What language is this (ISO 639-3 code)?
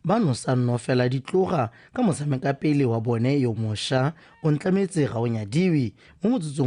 tsn